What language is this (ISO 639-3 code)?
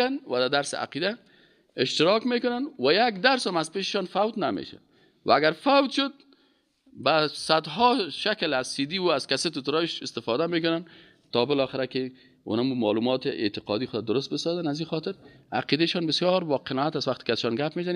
fas